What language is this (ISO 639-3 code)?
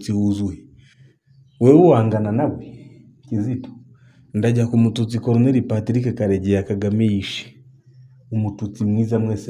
kin